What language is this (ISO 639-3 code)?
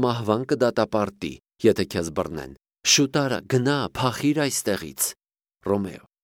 hye